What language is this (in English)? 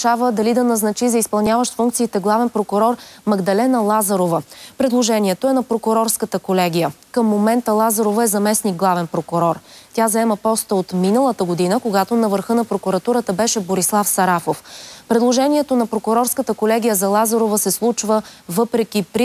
Bulgarian